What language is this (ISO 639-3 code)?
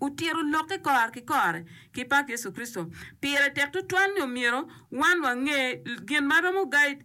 ach